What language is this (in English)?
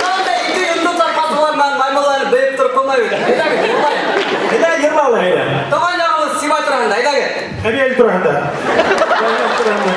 Bashkir